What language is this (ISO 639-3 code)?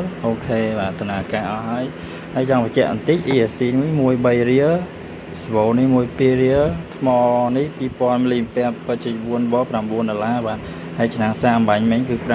khm